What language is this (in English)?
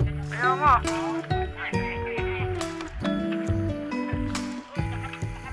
Filipino